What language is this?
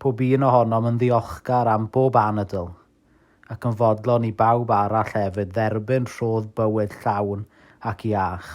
Welsh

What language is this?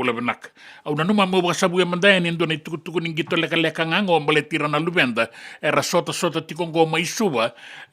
Fijian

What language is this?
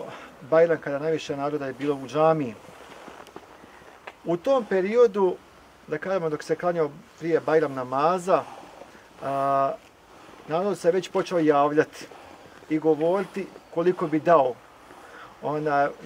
Bosnian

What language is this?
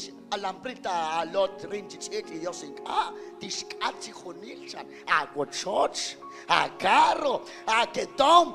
Kekchí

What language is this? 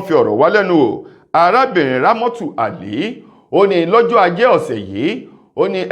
Yoruba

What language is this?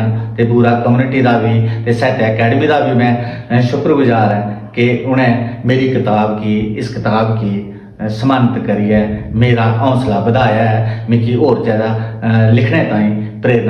Dogri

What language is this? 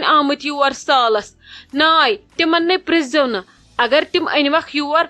Kashmiri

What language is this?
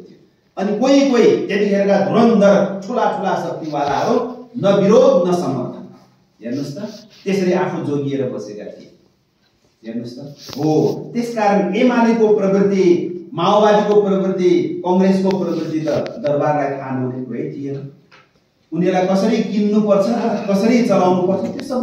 Nepali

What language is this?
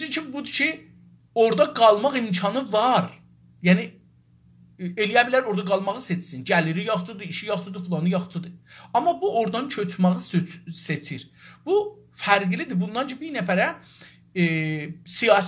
South Azerbaijani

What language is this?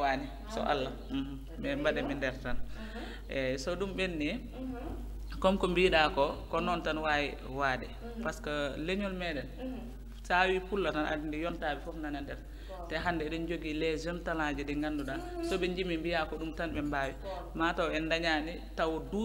Fula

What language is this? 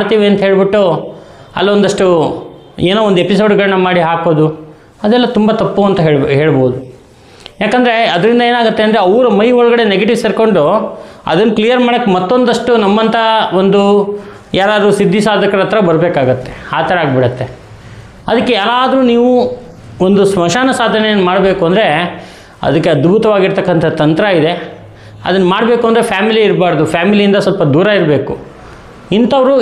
Kannada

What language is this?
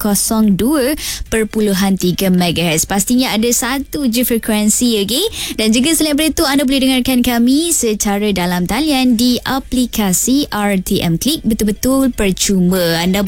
Malay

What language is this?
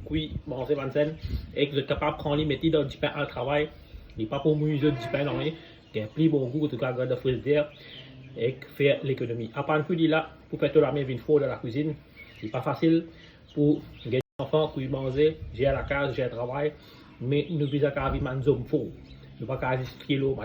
Morisyen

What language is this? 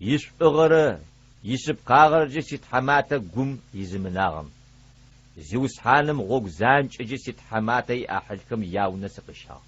Adyghe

